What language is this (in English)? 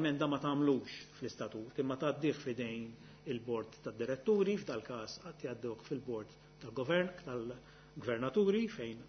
Maltese